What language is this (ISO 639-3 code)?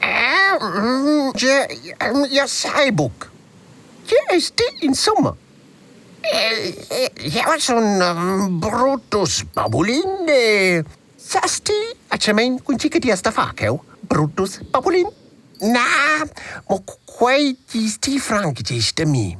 roh